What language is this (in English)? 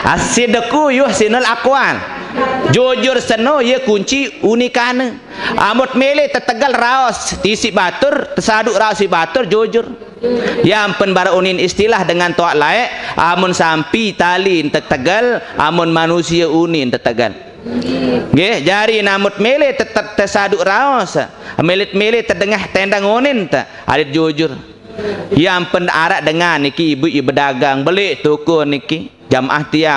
Sasak